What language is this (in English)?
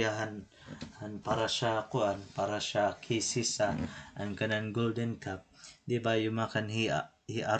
Waray